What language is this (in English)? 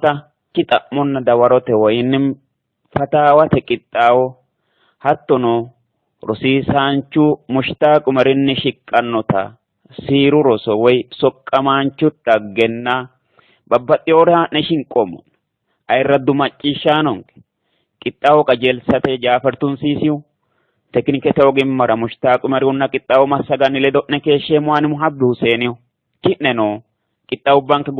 Sidamo